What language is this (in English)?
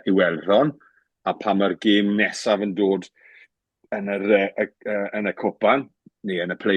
Welsh